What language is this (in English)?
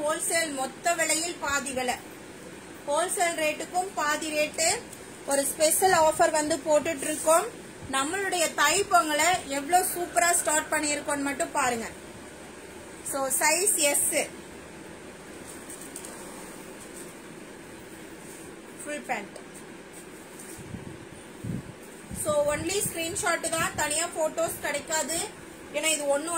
Tamil